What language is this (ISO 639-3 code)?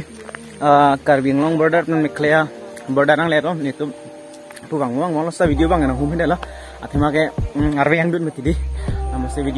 mjw